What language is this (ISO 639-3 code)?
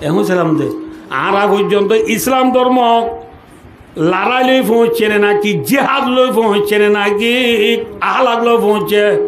rhg